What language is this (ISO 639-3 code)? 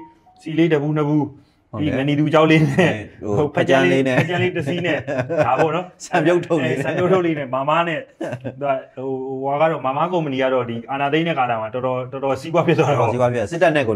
mya